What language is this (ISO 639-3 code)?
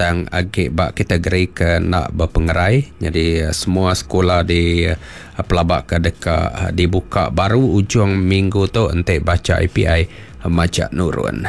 iba